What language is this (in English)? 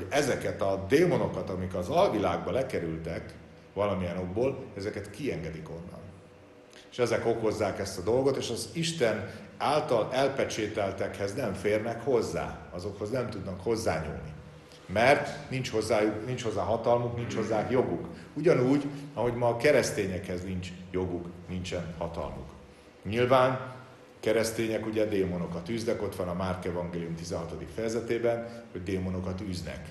Hungarian